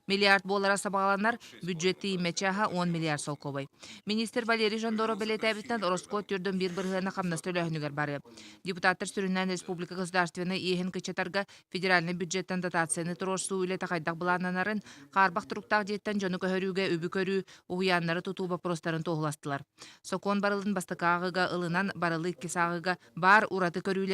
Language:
Yakut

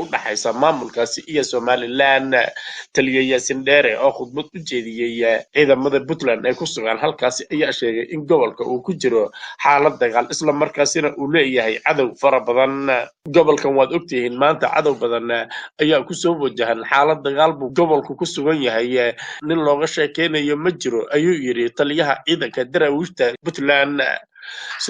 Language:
Somali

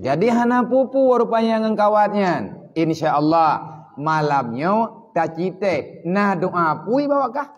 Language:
Achinese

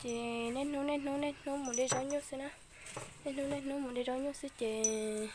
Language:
Hmong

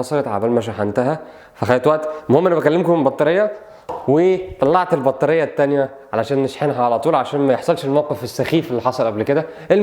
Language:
Egyptian Arabic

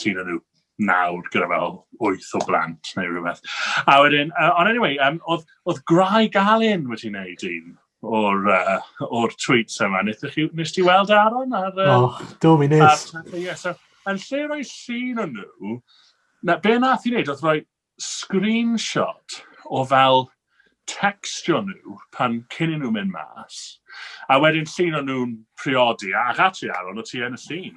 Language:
Welsh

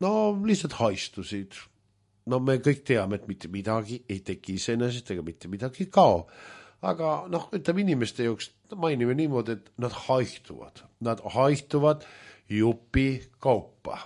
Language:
Estonian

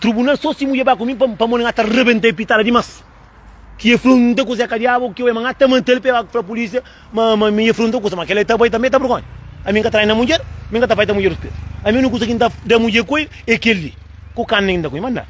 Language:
Kabuverdianu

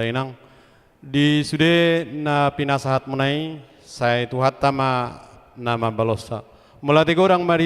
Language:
Batak Toba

